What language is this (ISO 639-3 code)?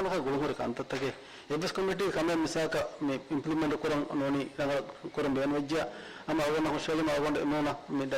div